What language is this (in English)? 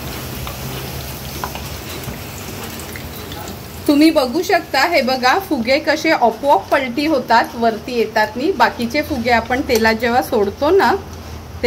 Marathi